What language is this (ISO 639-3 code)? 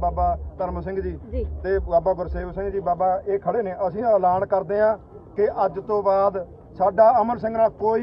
pan